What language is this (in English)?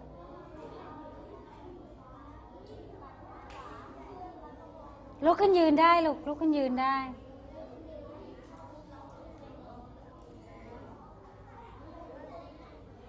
Thai